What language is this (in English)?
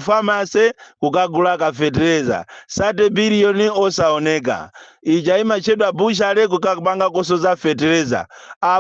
Nyanja